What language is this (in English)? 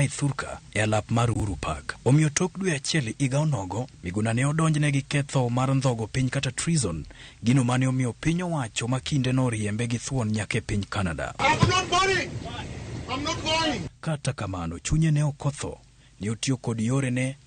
Luo (Kenya and Tanzania)